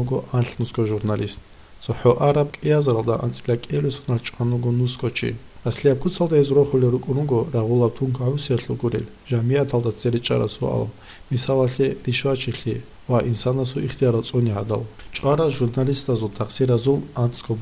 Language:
Avaric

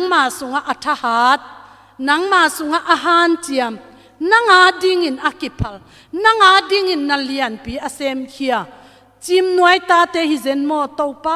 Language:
Tedim Chin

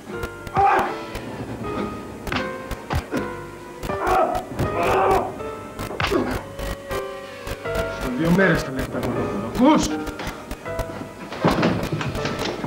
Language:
Greek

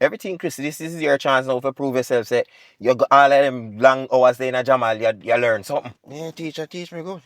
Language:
Jamaican Creole English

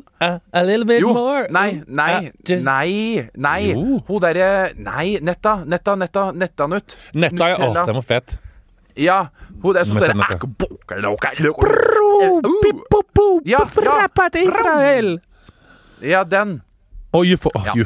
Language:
Norwegian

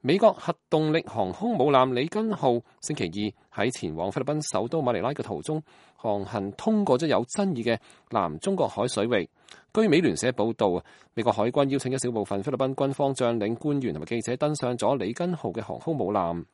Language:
Cantonese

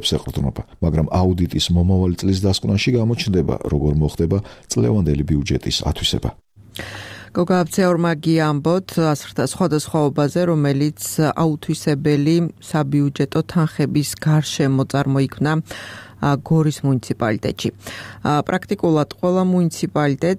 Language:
Georgian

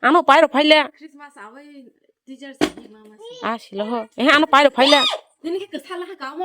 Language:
Kok Borok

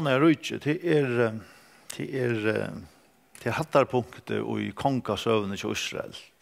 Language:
Faroese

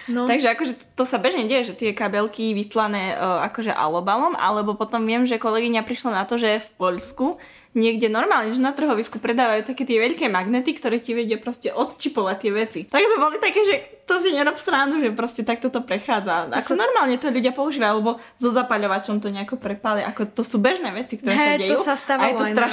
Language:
Slovak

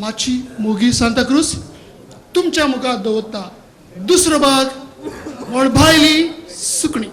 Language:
Konkani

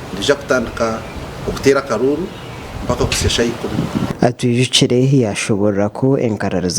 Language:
Nyankole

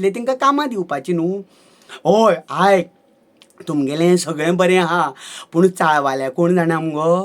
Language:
Konkani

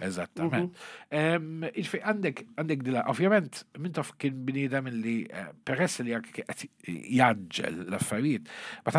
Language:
Maltese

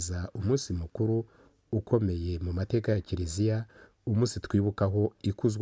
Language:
Kinyarwanda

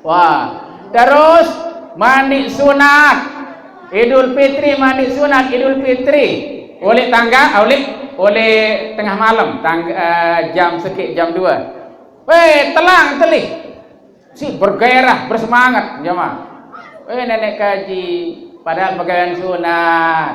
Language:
Sasak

